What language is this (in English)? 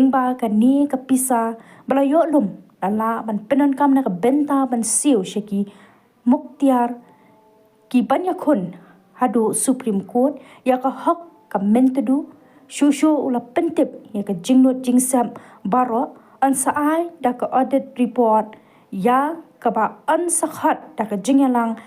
Khasi